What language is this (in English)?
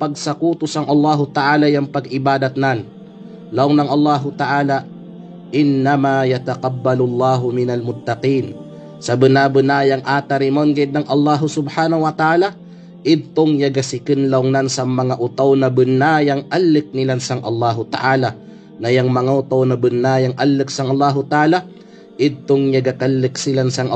Kalagan